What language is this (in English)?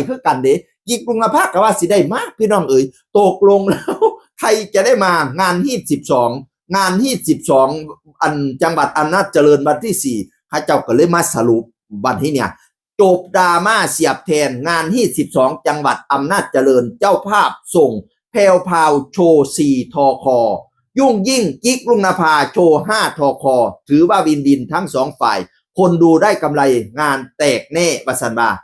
Northeastern Thai